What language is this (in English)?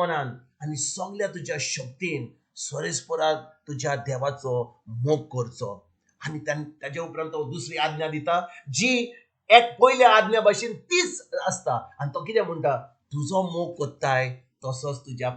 Konkani